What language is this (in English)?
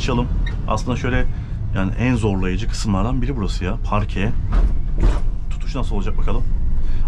Turkish